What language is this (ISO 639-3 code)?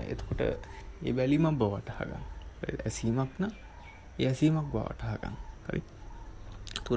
sin